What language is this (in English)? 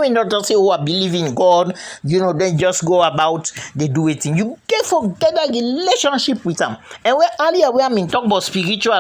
Krio